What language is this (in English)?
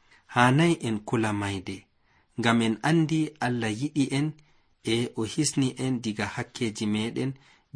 Nigerian Fulfulde